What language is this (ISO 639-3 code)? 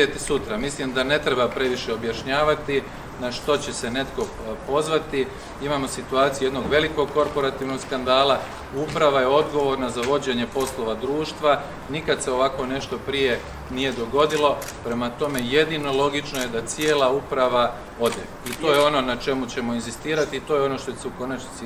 hrv